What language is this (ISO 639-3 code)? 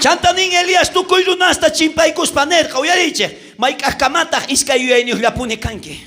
quh